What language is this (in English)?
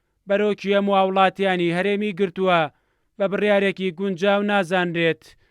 Central Kurdish